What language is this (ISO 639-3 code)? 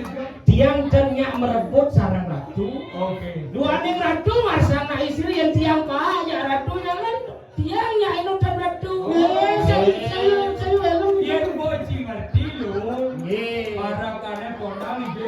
ban